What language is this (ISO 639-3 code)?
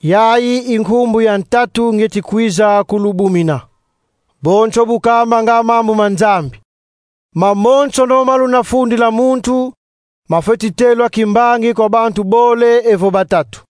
kon